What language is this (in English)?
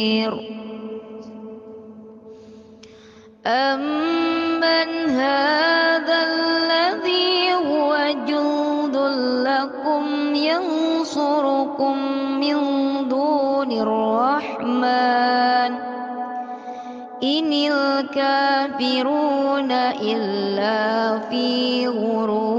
Arabic